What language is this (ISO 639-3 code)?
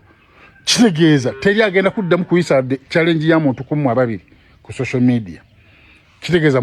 lug